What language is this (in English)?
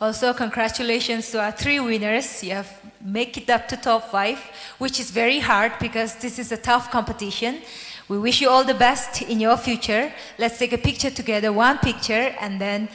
Tangkhul Naga (India)